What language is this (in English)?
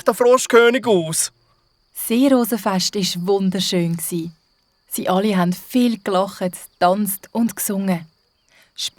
Swiss German